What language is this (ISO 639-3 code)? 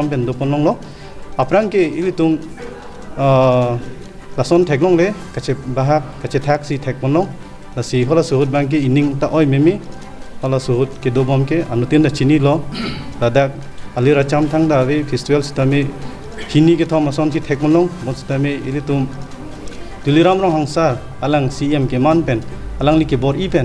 mjw